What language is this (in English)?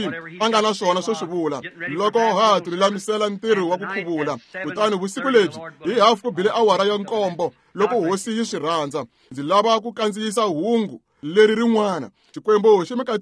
Tsonga